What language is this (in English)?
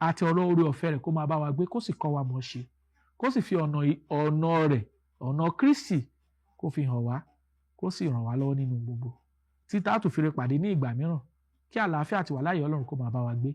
Yoruba